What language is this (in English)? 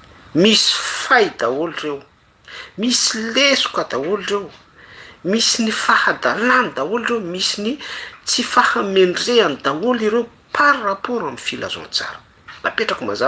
Malagasy